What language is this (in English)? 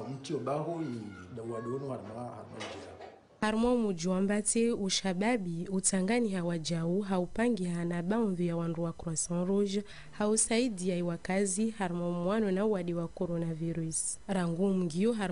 Ngazidja Comorian